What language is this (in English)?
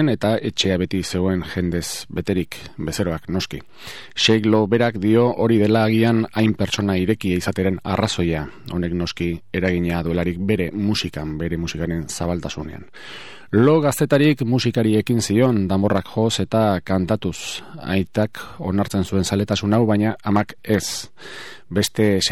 Basque